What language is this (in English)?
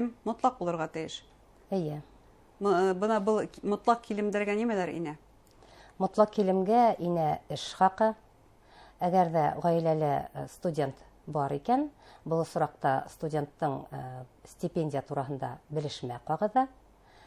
Bashkir